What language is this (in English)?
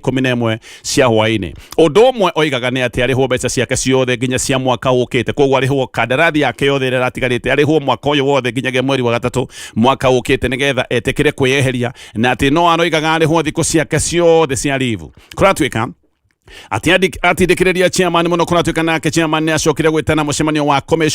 Kikuyu